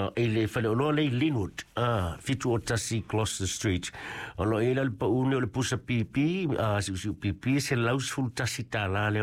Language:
Samoan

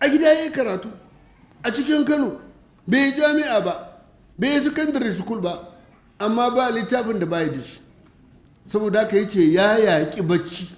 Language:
Hausa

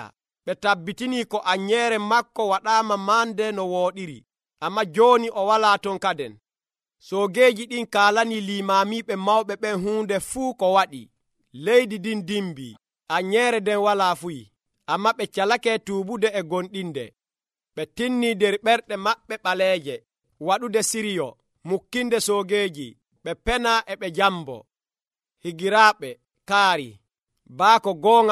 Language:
Nigerian Fulfulde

